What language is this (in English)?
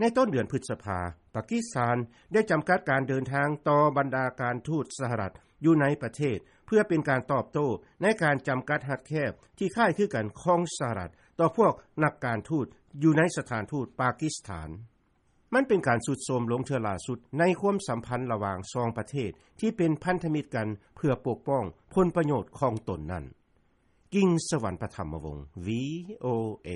Lao